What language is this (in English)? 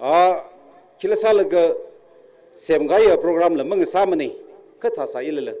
Tangkhul Naga (India)